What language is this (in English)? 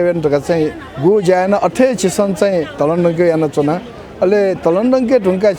Newari